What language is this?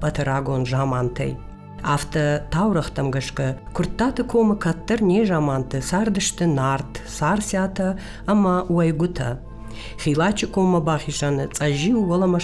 Ossetic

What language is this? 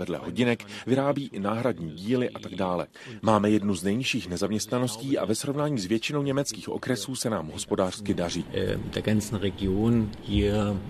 Czech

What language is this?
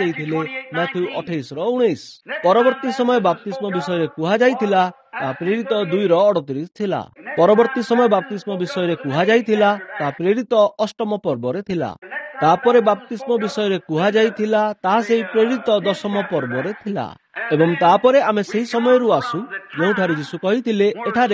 Odia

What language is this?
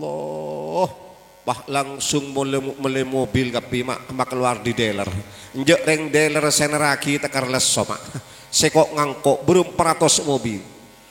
Madurese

